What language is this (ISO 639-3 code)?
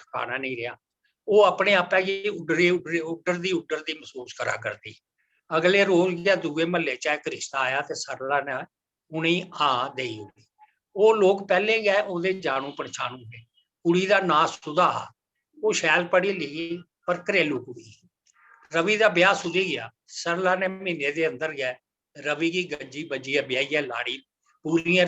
doi